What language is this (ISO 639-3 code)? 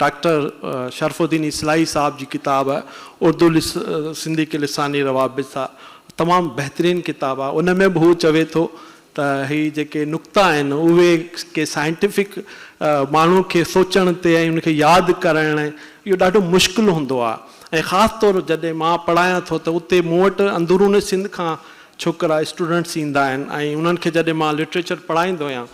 snd